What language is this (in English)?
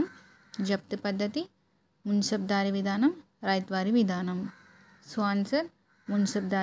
Telugu